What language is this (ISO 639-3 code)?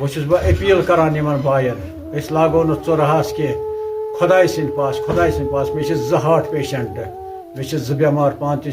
kas